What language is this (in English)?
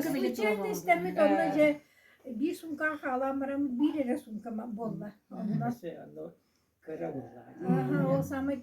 Yakut